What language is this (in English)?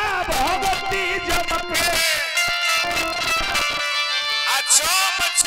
Bhojpuri